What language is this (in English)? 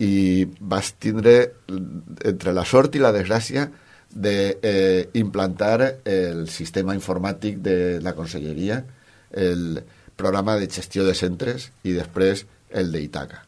Catalan